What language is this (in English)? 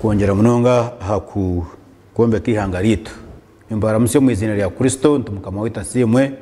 Nyankole